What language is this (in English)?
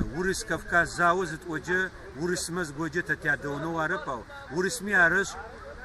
Adyghe